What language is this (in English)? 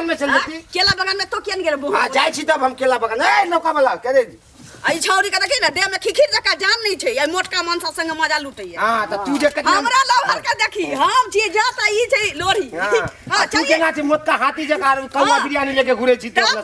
Maithili